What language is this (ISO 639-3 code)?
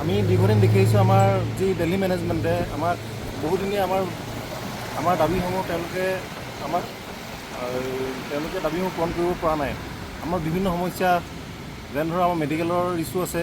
asm